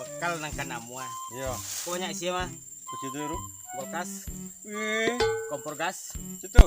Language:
Minangkabau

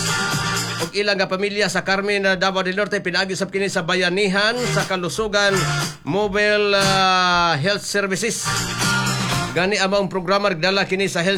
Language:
Cebuano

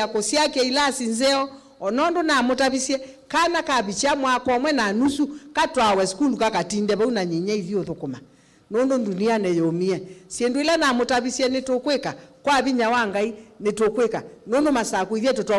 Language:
Kamba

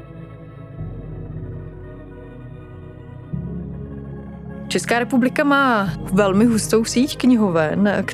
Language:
Czech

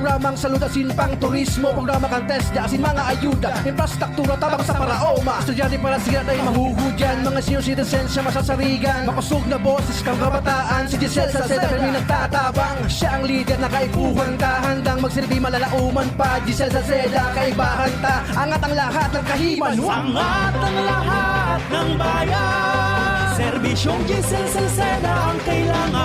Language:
Bikol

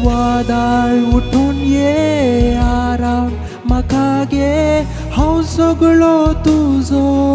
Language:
Konkani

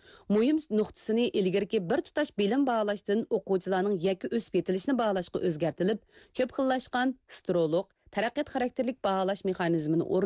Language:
Uyghur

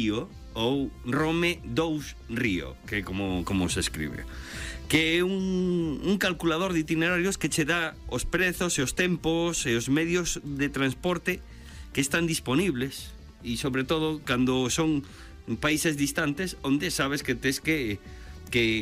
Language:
Galician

